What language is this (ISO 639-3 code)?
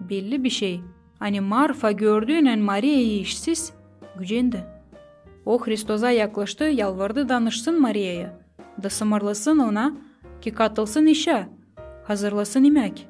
gag